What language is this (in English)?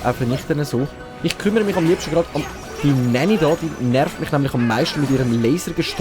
Swiss German